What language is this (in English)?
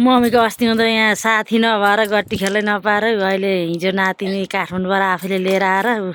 Nepali